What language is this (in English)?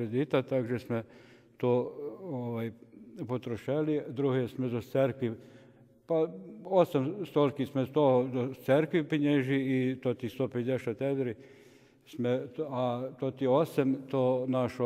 Rusyn